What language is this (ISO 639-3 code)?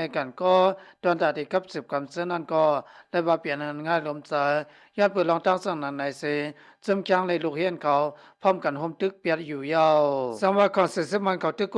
lao